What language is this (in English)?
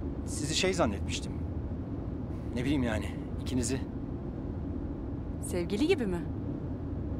Turkish